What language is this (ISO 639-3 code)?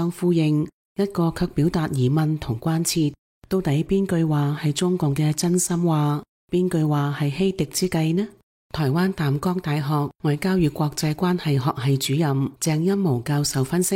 yue